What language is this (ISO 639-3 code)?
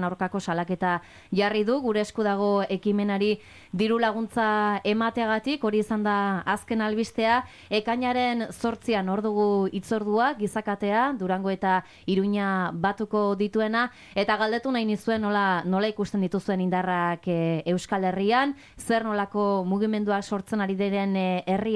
eus